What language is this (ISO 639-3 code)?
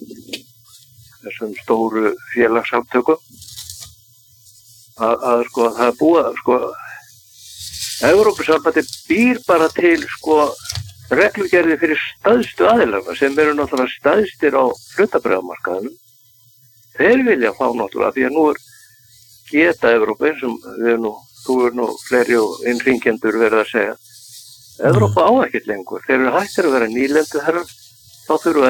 isl